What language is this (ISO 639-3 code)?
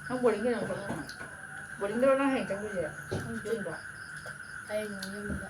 mni